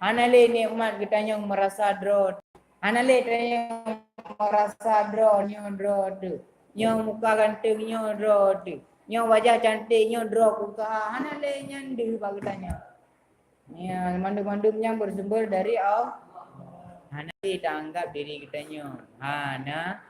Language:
Achinese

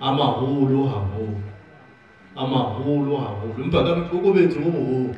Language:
Southern Sotho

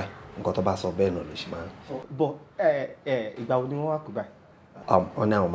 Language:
Yoruba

